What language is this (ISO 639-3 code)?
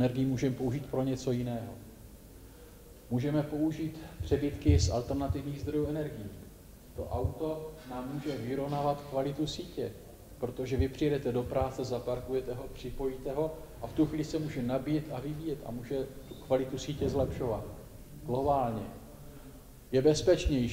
ces